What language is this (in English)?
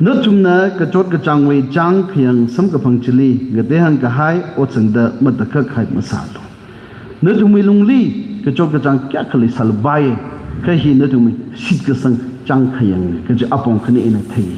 Tangkhul Naga (India)